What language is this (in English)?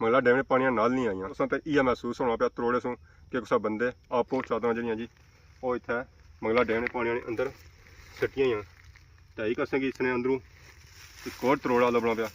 Pahari-Potwari